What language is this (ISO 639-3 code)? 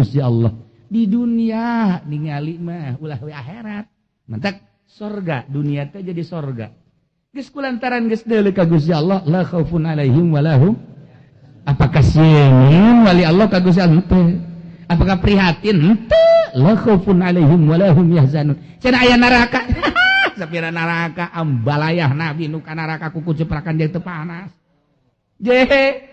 sun